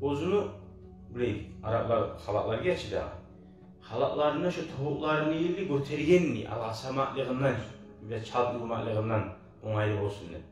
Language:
Kumyk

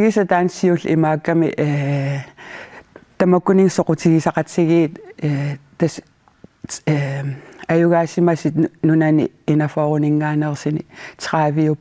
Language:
Kalaallisut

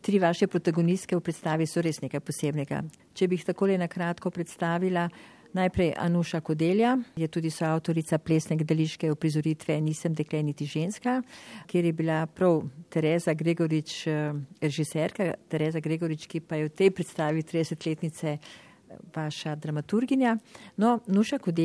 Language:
Slovenian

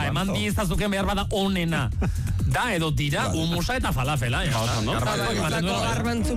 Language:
Basque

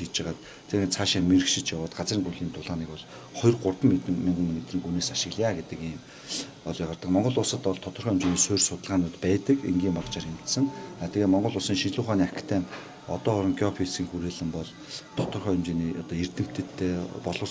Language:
Mongolian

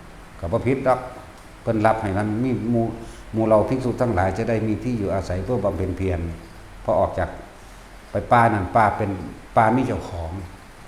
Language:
Northeastern Thai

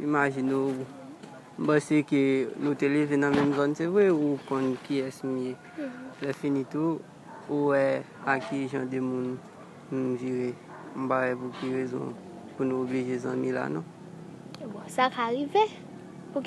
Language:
Haitian Creole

